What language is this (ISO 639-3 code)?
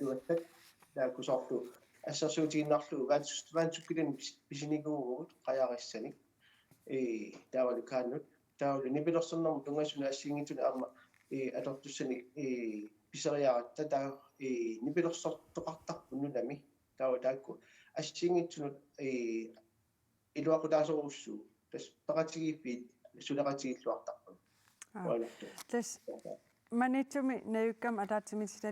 kal